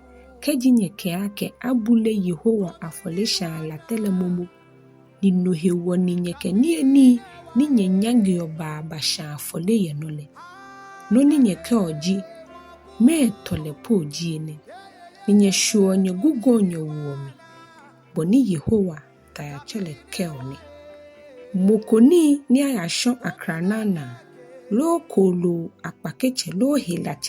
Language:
Ga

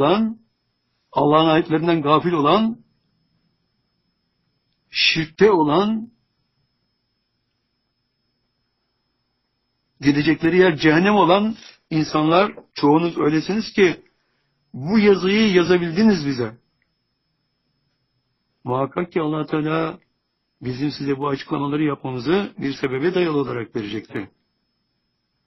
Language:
Turkish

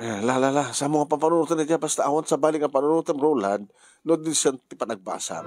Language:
Iloko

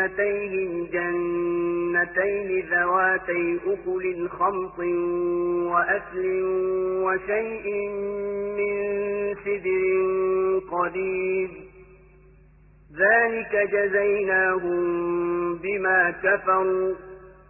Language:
Arabic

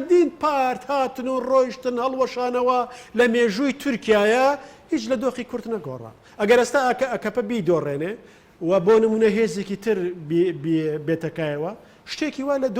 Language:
Central Kurdish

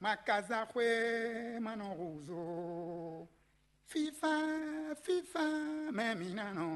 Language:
Fon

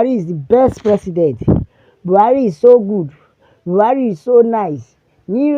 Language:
Yoruba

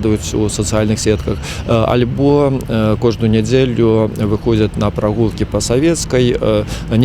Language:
Belarusian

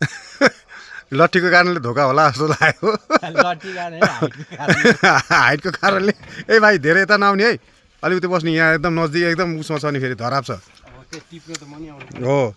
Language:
Nepali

